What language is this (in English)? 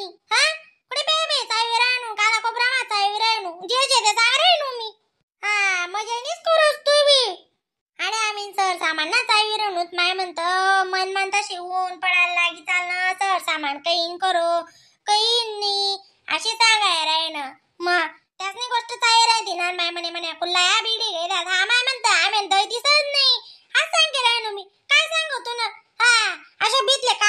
Khandesi